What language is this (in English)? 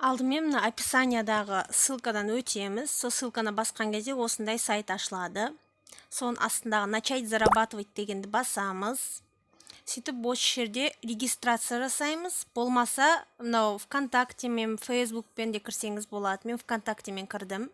Kazakh